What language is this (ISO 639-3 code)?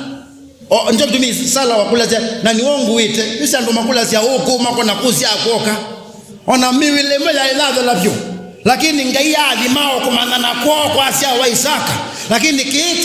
kam